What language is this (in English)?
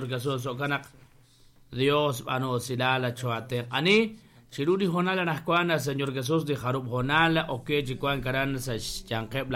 Kekchí